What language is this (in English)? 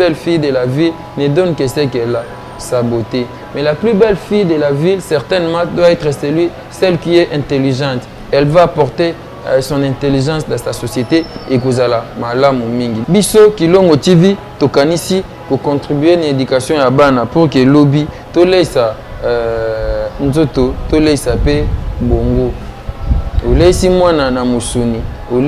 Lingala